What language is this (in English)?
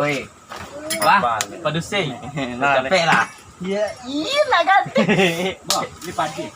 Minangkabau